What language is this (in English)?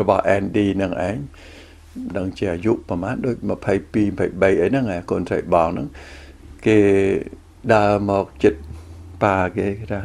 Khmer